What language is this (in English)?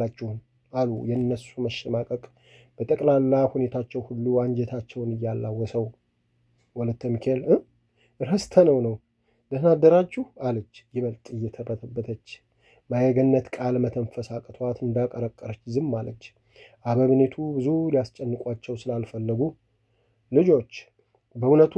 Amharic